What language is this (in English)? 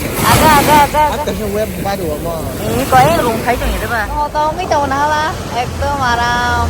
Kok Borok